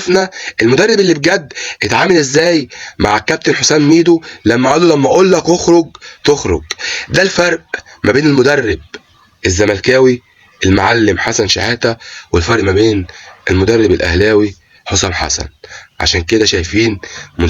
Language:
Egyptian Arabic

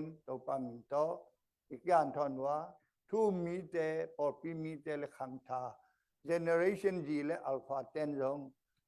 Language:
Tedim Chin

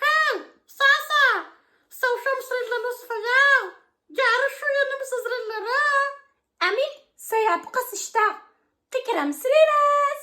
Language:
Adyghe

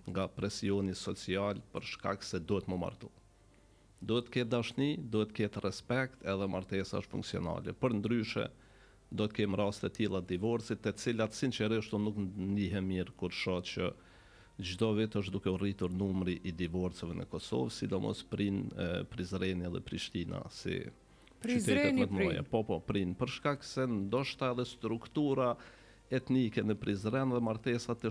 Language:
Albanian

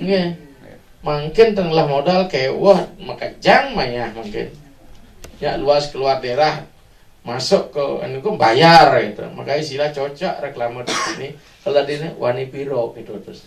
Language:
Balinese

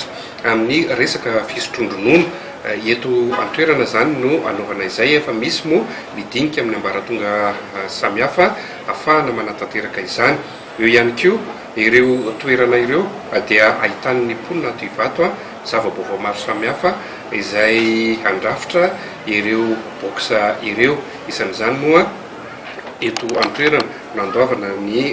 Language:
Malagasy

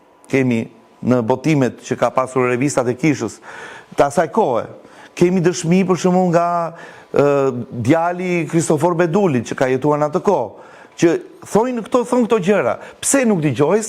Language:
Albanian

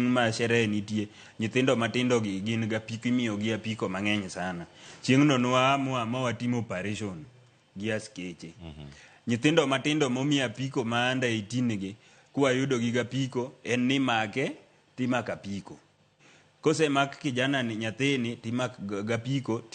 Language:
Luo (Kenya and Tanzania)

